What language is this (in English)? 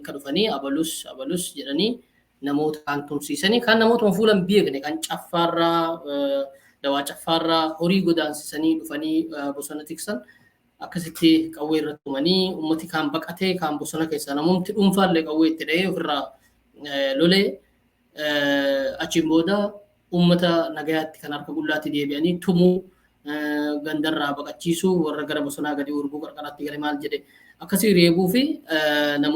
Oromo